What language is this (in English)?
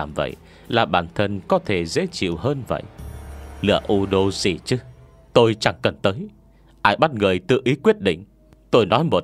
Vietnamese